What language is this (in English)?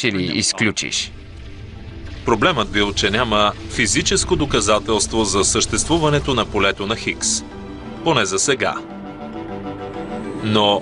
Bulgarian